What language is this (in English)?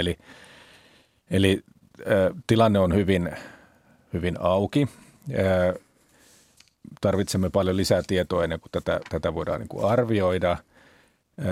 Finnish